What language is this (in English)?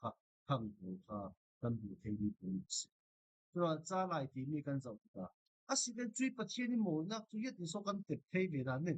Falam Chin